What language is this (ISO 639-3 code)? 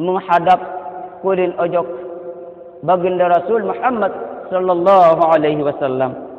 sas